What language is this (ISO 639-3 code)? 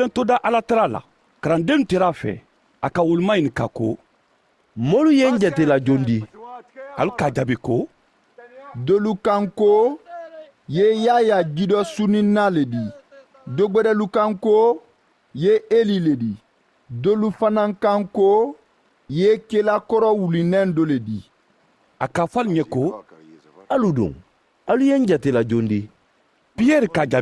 man